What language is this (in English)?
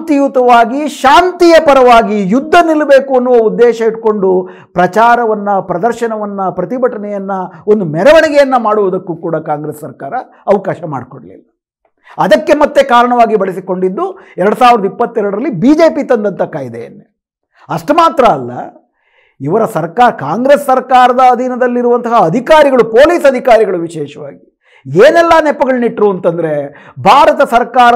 Kannada